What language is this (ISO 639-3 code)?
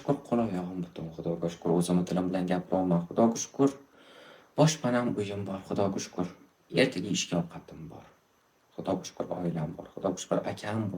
uzb